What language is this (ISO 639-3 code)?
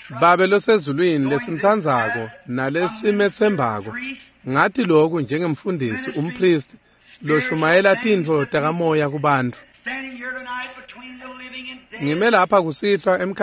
ssw